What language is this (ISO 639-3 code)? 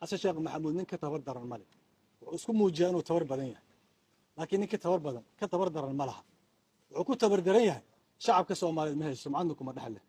som